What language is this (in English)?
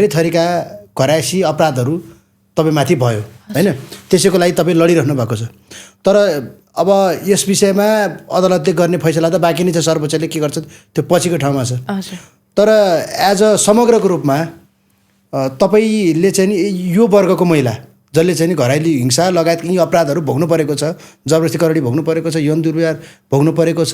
Nepali